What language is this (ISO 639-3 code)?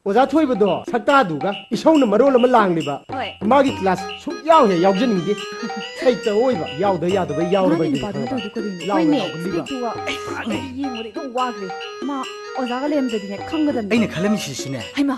mni